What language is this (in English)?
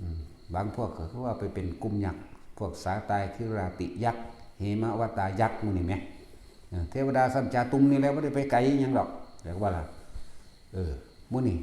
Lao